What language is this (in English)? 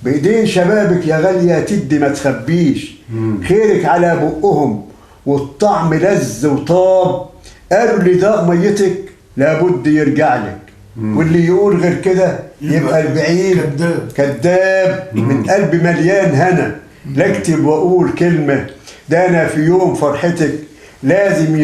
Egyptian Arabic